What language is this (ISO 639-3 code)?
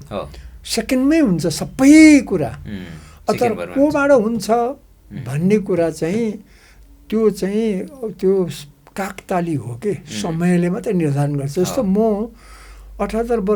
nep